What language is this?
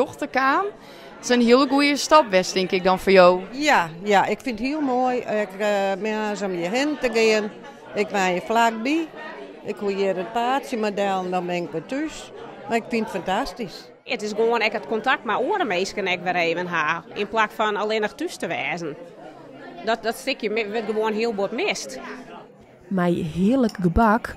Western Frisian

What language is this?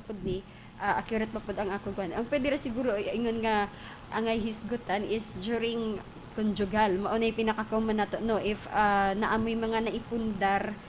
Cebuano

